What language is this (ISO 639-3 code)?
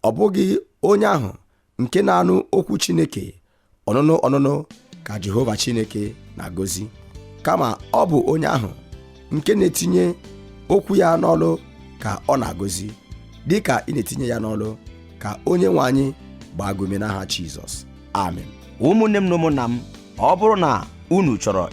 ibo